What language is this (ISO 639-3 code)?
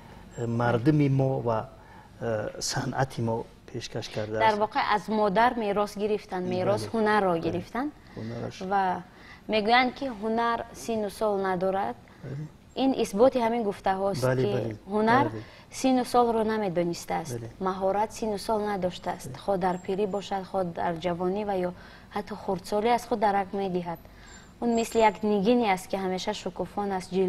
tgk